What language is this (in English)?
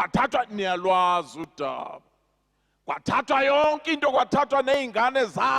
Zulu